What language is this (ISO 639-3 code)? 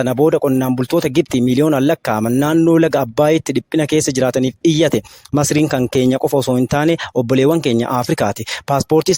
orm